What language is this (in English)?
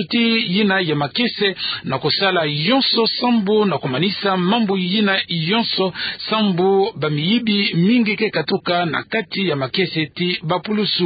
Kituba (Democratic Republic of Congo)